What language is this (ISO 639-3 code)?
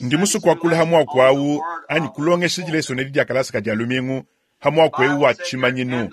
lua